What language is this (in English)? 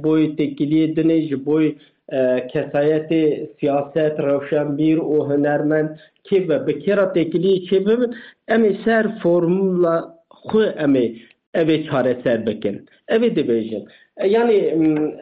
Kurdish